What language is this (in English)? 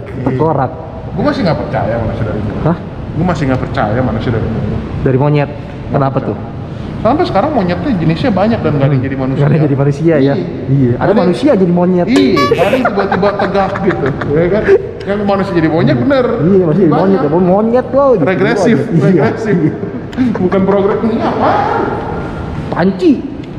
Indonesian